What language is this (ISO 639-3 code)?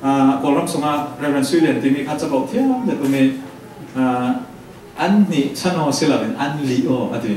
cfm